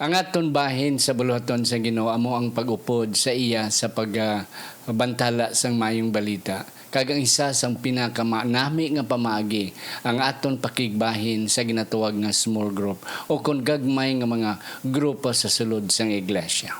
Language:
Hiligaynon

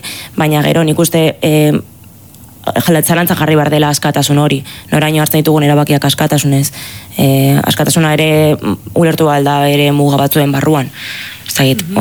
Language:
Basque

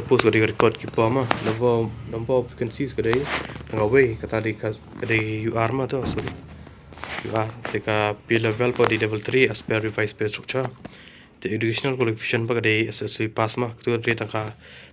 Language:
Khasi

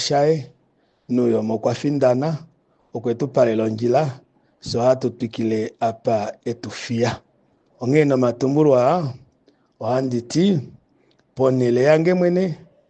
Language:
Kuanyama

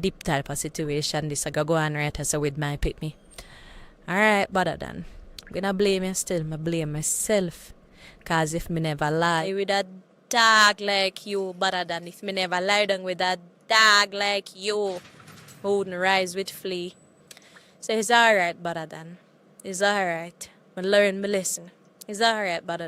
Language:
Jamaican Creole English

